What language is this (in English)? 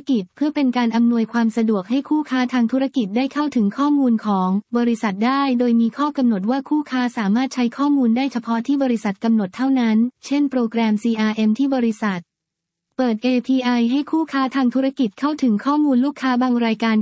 Thai